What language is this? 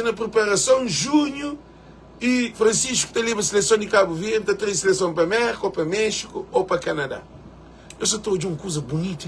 Kabuverdianu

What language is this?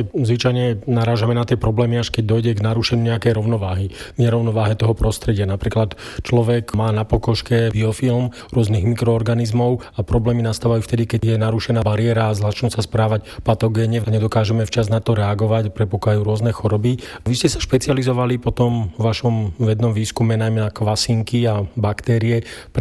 Slovak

